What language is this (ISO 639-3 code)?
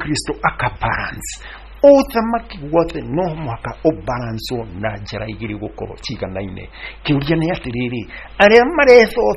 kik